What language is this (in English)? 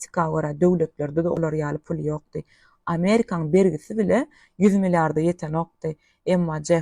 Turkmen